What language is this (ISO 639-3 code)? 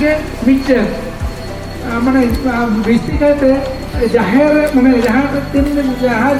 sat